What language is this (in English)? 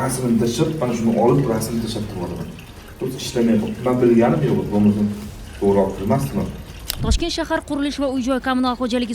Uzbek